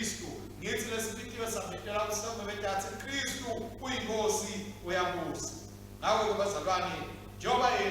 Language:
Swati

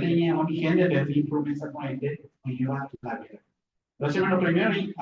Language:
Guarani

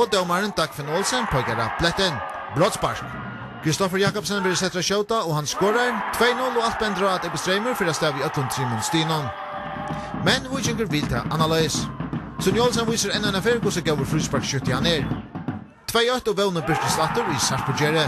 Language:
Faroese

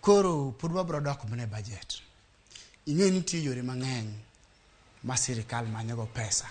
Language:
Luo (Kenya and Tanzania)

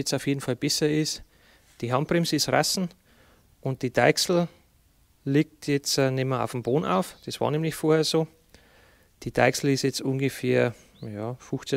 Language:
German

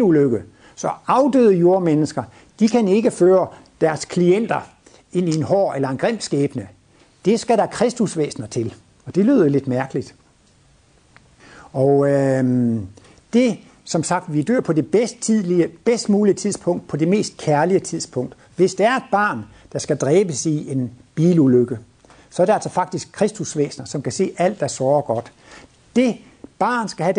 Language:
Danish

